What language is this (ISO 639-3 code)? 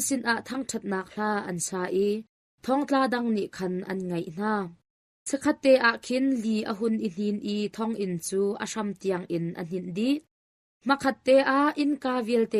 cnh